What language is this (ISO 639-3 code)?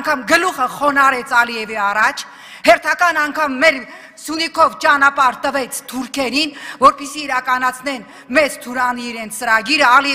hye